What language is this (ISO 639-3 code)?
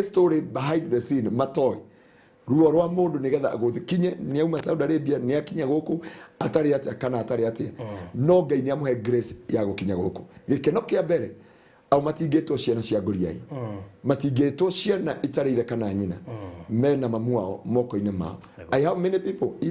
kik